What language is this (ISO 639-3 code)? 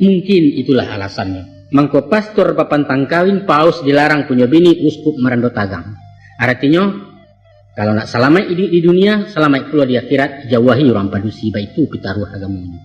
min